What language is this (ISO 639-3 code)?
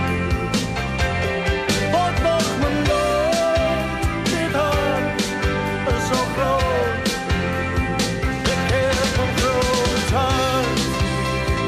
nld